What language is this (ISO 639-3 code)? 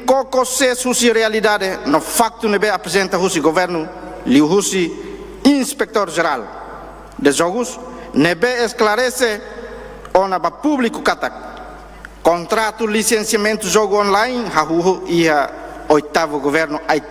tet